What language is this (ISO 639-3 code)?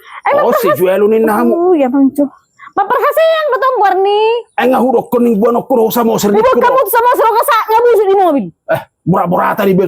bbc